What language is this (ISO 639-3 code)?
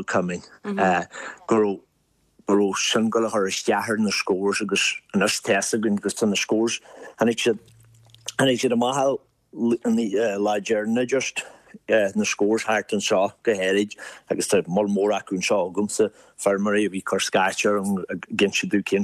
gle